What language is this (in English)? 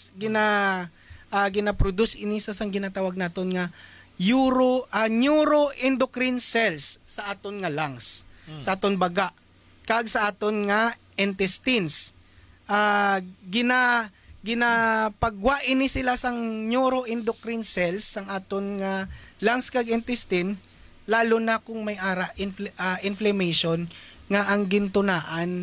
Hiligaynon